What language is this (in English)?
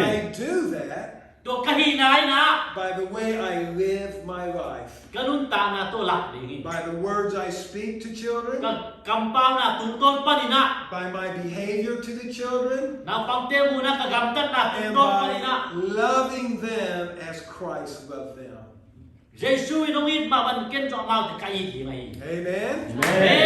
Tedim Chin